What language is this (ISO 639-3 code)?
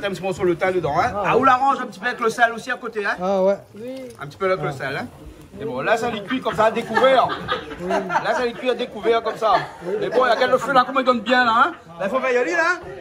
rcf